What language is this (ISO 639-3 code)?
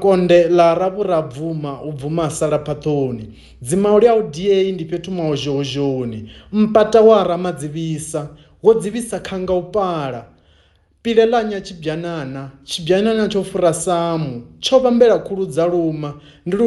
ven